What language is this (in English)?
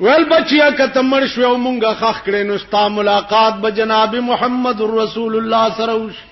Pashto